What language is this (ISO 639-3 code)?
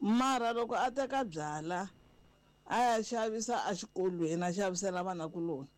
tso